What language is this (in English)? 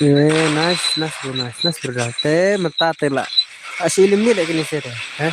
Khasi